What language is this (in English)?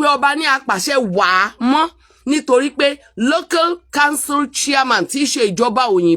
Yoruba